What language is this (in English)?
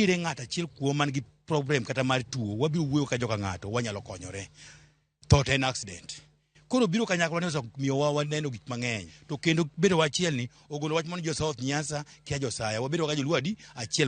Luo (Kenya and Tanzania)